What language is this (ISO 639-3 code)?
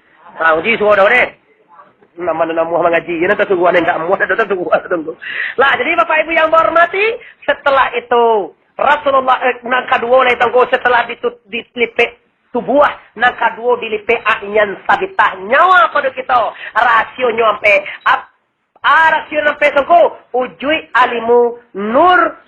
min